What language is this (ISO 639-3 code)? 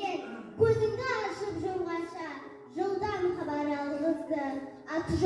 kaz